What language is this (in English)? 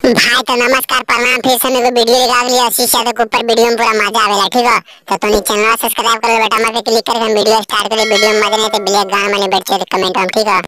Magahi